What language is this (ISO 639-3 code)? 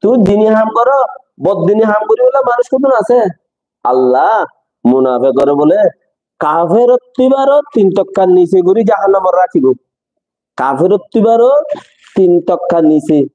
rhg